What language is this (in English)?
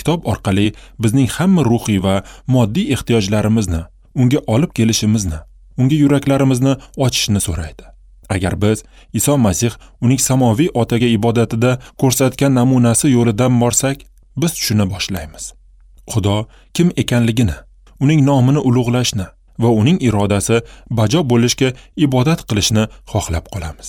Uzbek